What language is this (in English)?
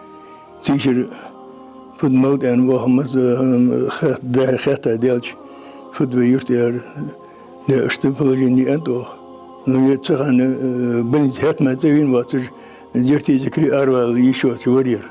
Ingush